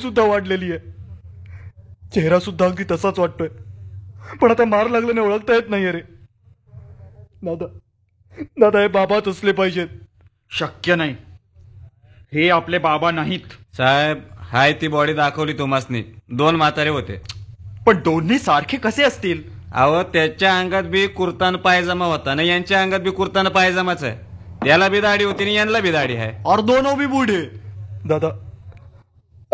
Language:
Marathi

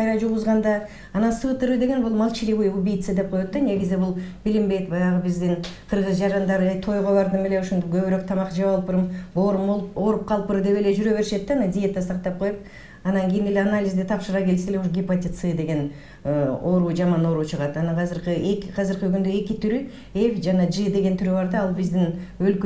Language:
Kyrgyz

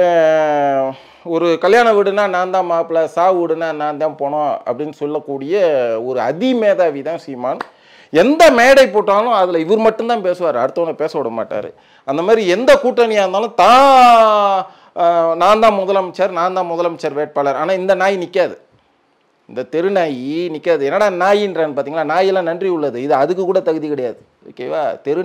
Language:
Tamil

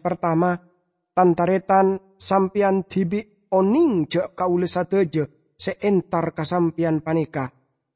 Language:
Madurese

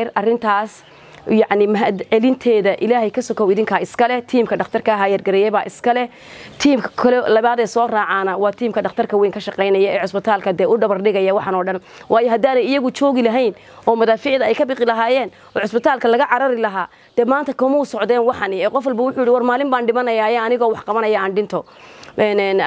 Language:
Somali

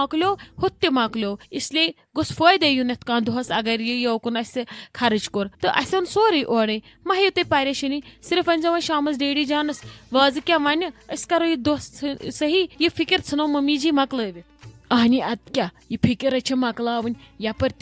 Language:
Kashmiri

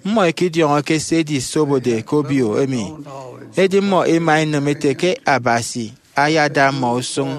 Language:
Efik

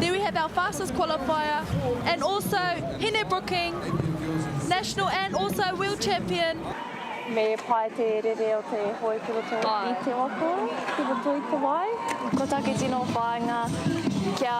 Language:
Māori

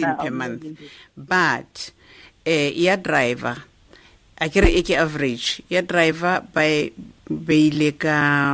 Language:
Southern Sotho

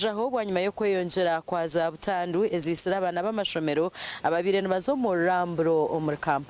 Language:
Nyankole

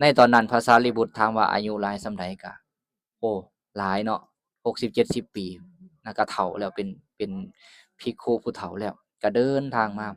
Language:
Lao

